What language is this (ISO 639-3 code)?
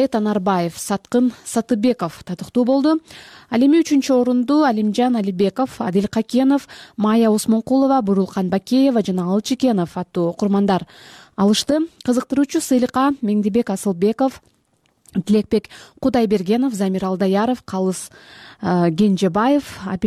kir